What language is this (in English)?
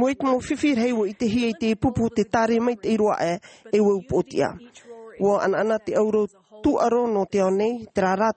Tahitian